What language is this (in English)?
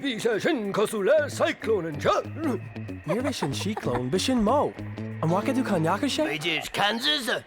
Irish